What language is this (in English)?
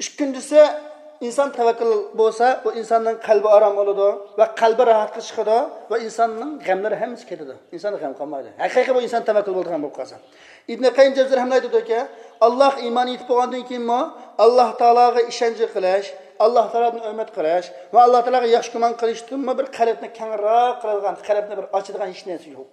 Uyghur